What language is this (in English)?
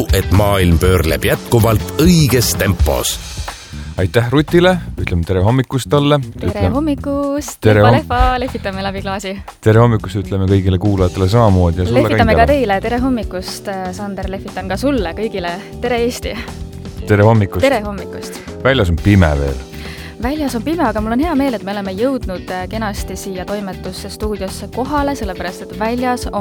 Estonian